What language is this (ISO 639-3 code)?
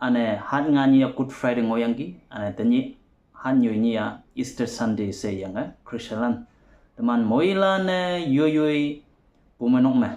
nbe